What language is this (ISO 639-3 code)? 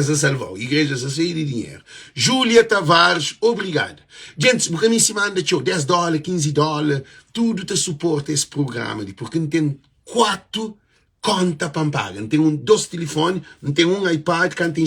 kea